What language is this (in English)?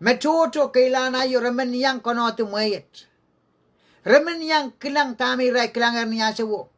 Pohnpeian